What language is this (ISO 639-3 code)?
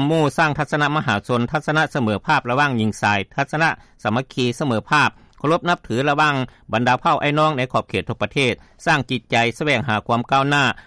lao